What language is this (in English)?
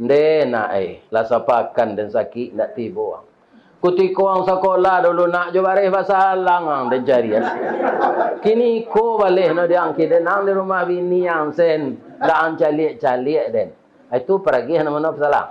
Minangkabau